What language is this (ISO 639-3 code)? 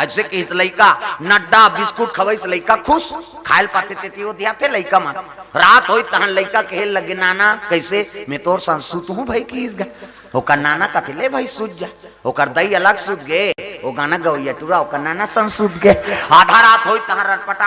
hne